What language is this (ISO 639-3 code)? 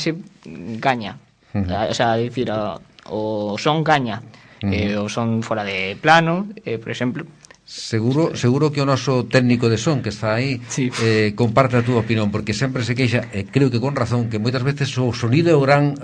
glg